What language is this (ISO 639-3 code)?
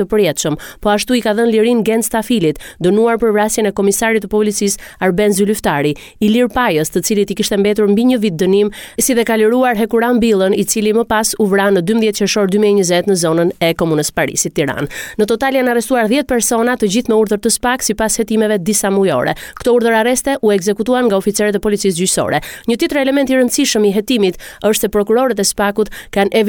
sqi